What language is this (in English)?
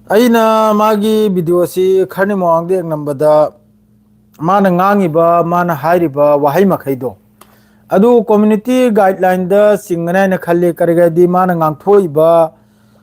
Manipuri